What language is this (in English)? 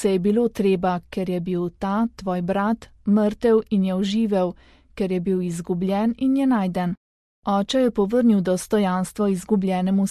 Slovenian